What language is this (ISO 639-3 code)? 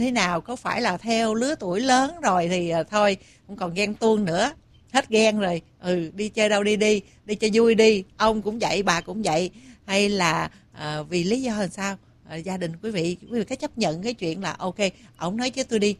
vie